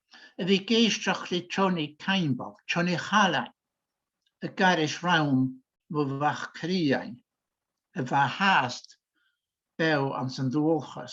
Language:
Scottish Gaelic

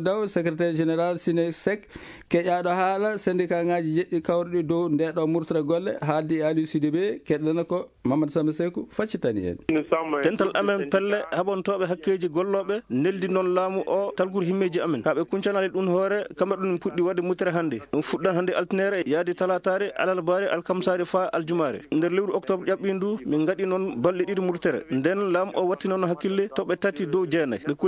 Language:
Fula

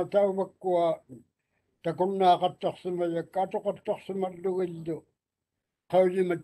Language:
Māori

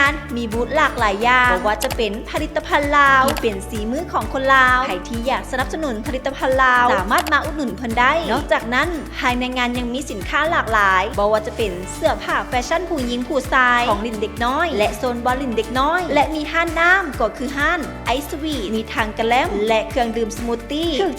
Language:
Lao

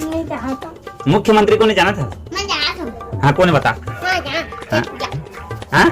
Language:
Chhattisgarhi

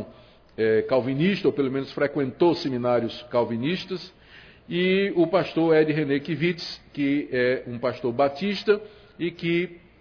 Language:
Portuguese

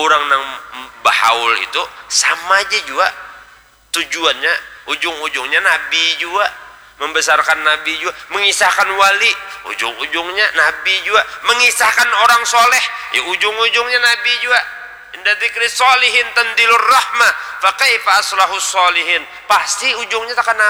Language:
Banjar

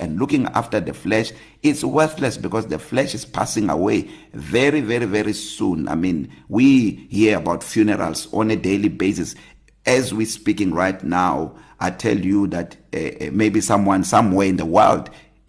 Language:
English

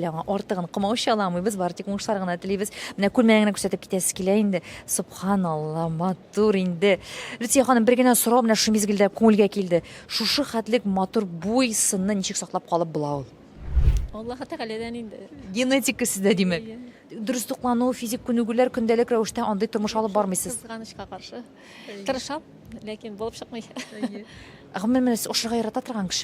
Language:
Tatar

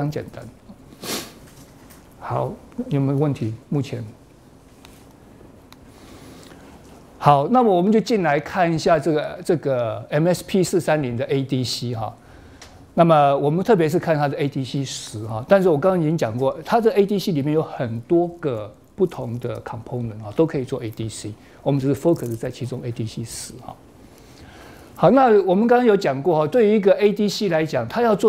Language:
Chinese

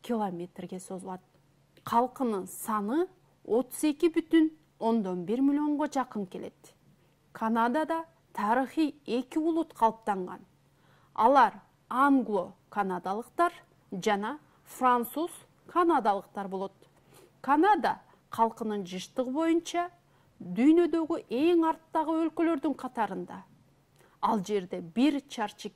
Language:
Kyrgyz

